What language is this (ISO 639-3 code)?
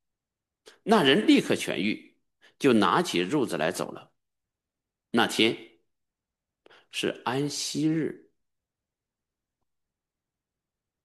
zho